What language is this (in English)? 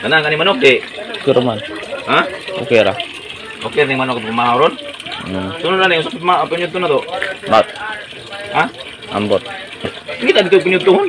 Cebuano